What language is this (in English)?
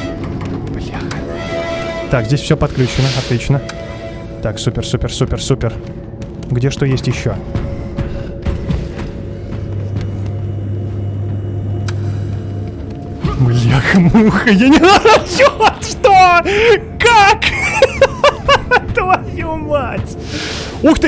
Russian